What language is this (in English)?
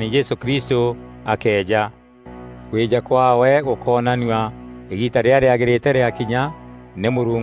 Meru